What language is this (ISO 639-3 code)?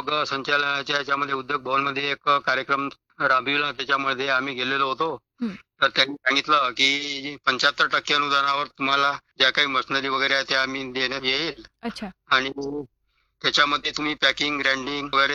mar